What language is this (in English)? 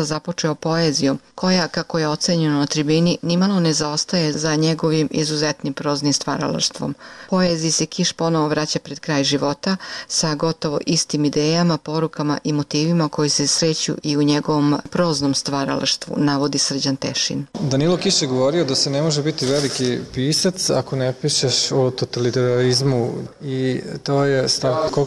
Serbian